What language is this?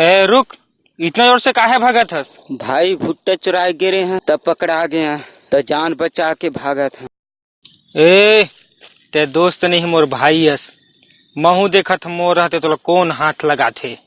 Chhattisgarhi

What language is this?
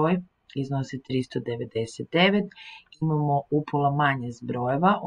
Croatian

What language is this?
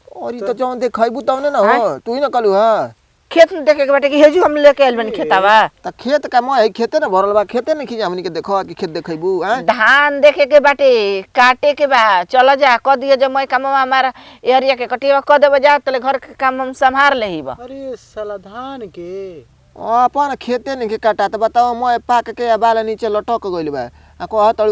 Bhojpuri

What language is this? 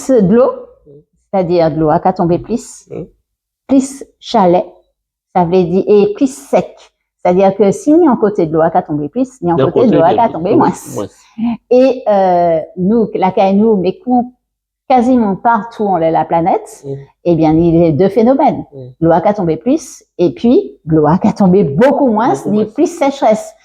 Guadeloupean Creole French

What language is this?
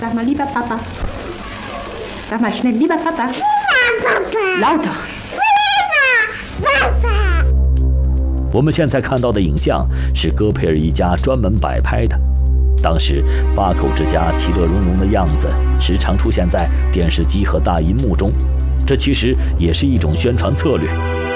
Chinese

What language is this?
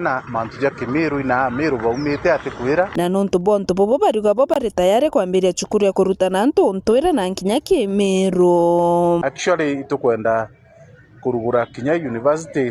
Meru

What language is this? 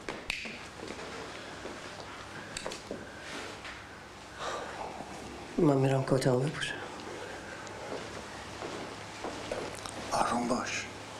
Persian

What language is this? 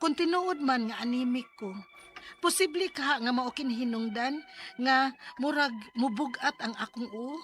Cebuano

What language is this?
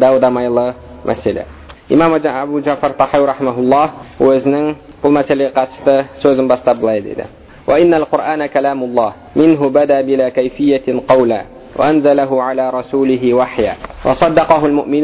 Kazakh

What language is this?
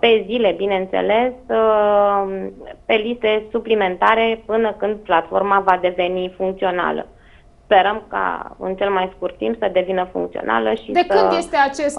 Romanian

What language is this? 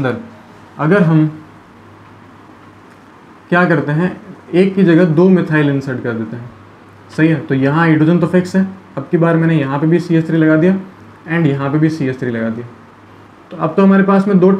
Hindi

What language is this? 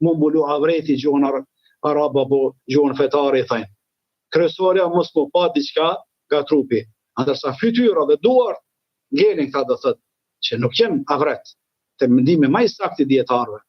Albanian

